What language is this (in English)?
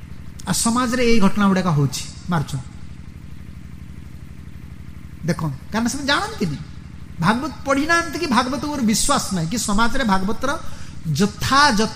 Odia